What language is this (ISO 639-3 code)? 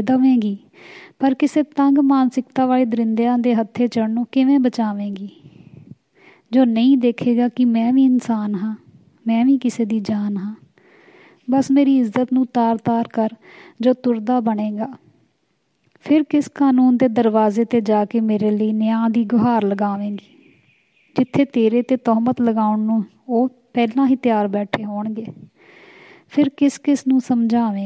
pan